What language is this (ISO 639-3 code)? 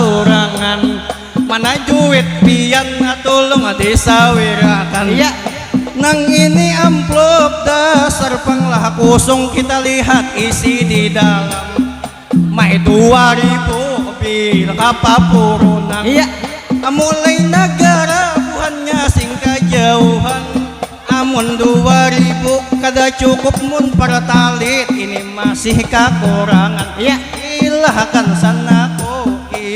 bjn